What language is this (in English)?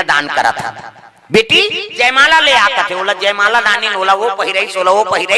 Chhattisgarhi